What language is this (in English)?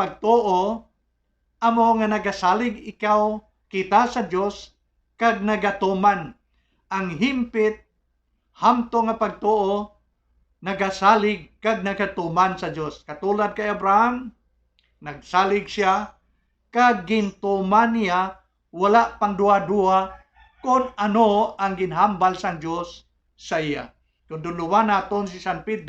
Hiligaynon